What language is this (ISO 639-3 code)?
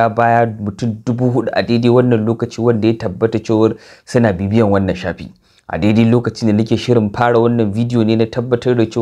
hau